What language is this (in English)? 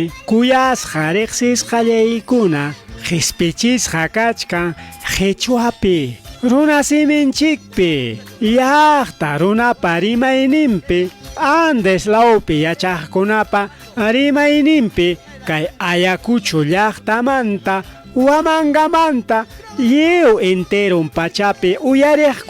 Ayacucho Quechua